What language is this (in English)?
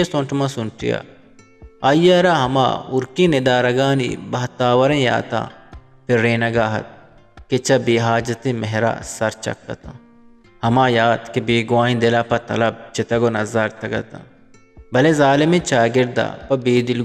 Eastern Balochi